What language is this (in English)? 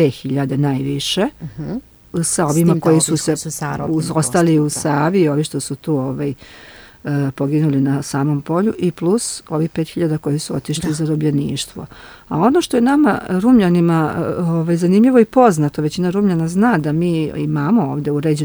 Serbian